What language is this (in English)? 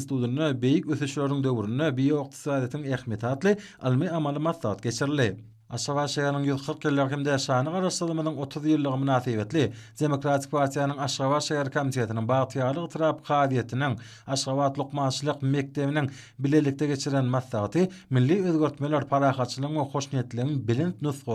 Turkmen